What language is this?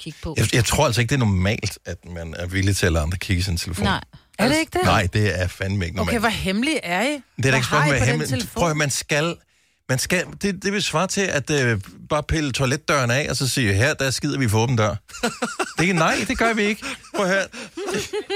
Danish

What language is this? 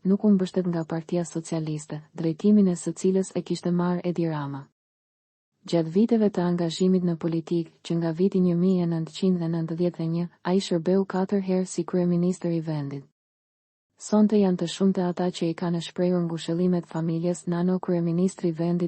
Albanian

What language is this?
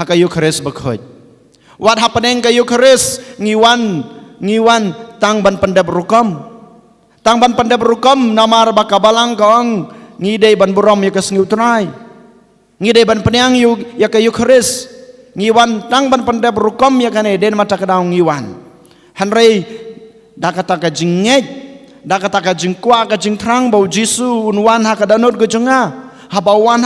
Khasi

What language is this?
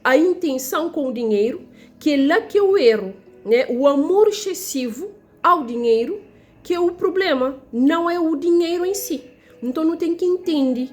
Kabuverdianu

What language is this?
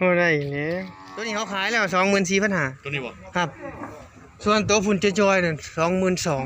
Northeastern Thai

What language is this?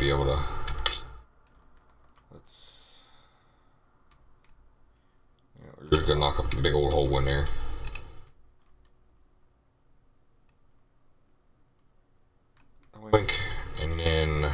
English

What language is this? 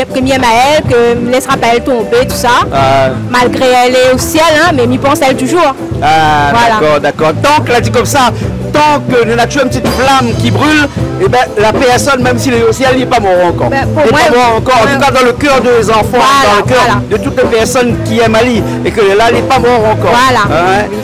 Réunion Creole French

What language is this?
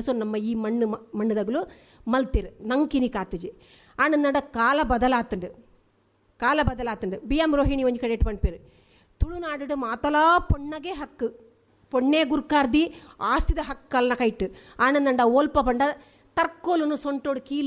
Tulu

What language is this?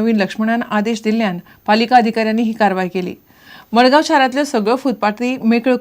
Konkani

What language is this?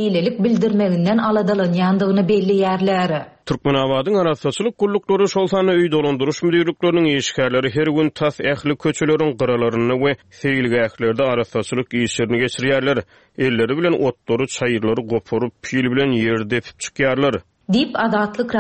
Turkmen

